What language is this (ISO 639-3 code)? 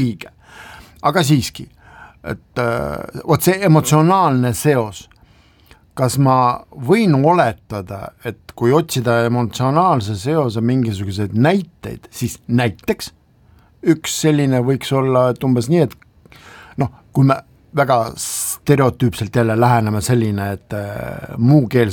est